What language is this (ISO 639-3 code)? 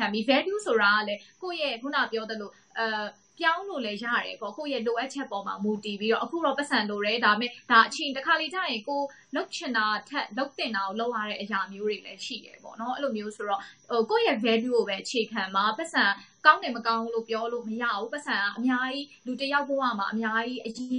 mya